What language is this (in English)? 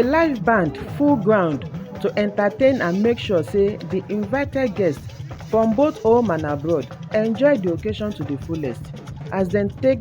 Nigerian Pidgin